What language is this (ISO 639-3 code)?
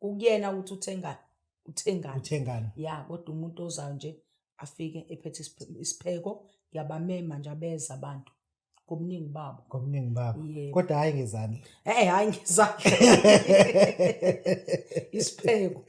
zul